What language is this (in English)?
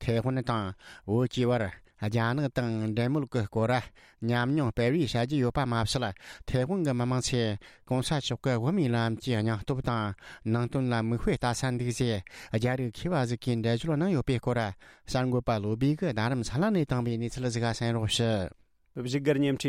Tibetan